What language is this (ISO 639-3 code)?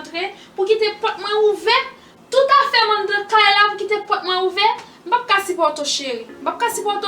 hat